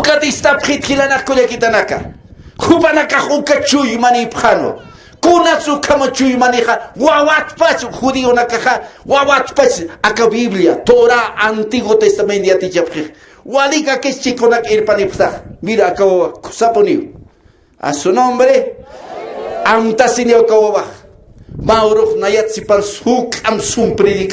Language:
Aymara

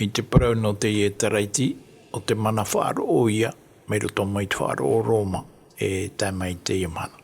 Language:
Tahitian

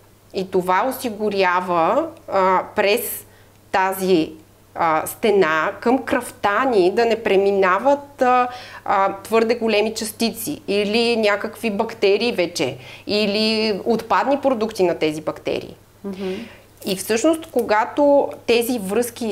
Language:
Bulgarian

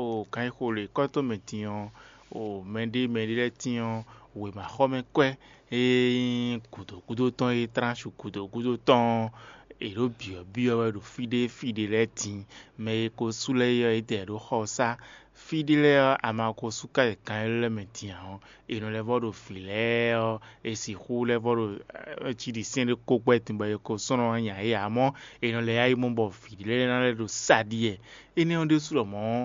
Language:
Fon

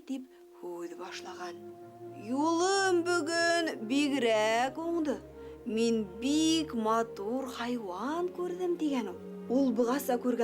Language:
Bashkir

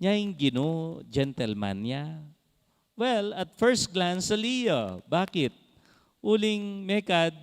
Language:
Pampanga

